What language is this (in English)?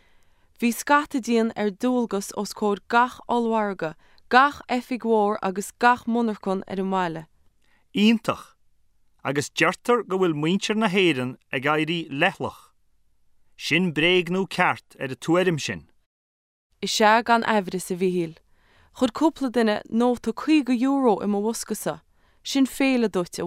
Irish